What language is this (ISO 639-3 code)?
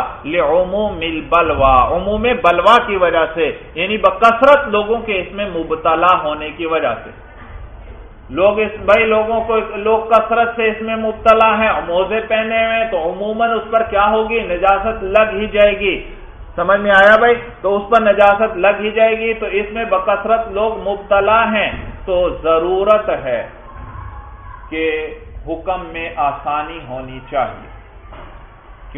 urd